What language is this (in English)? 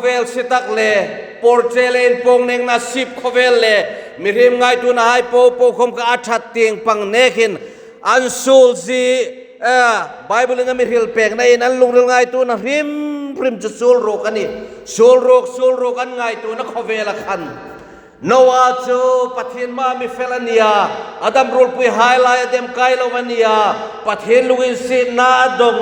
Hmar